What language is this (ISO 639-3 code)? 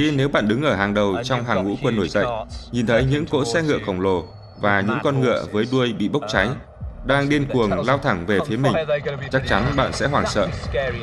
vie